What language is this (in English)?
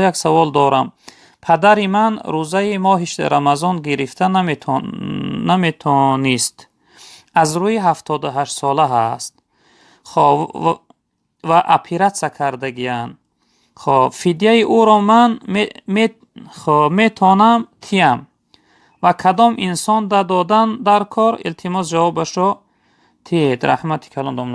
Tajik